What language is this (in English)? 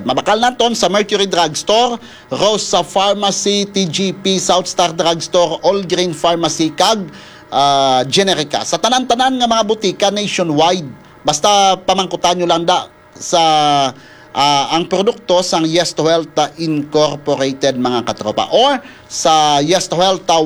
Hiligaynon